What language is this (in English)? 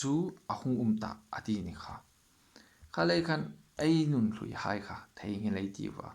Hmar